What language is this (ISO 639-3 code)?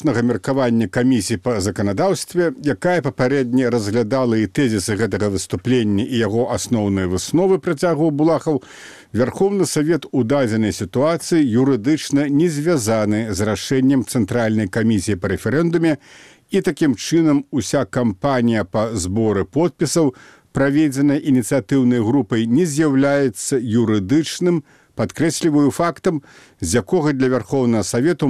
bel